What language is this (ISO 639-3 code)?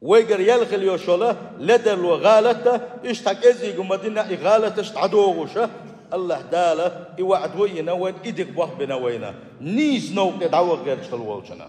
che